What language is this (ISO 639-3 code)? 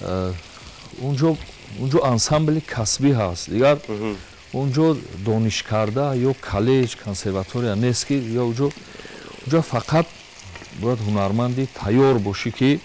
tgk